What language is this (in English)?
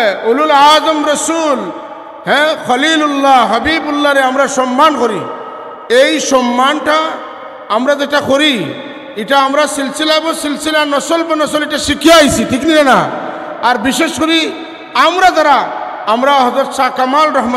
Sylheti